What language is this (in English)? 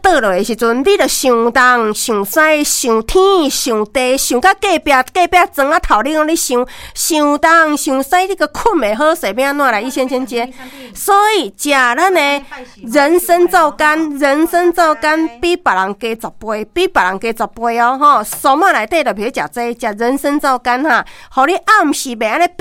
Min Nan Chinese